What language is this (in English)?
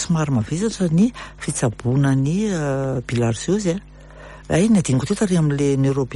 Malagasy